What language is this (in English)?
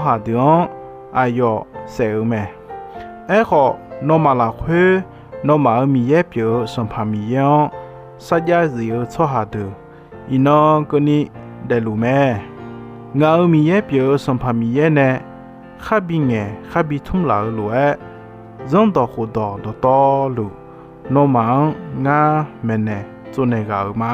Akha